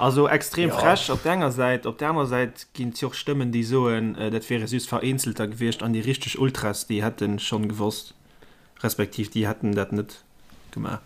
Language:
Luxembourgish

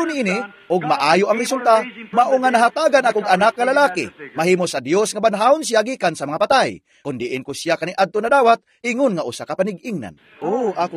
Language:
Cebuano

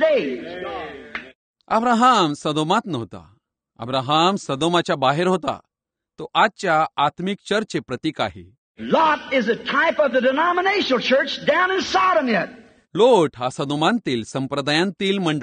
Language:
Marathi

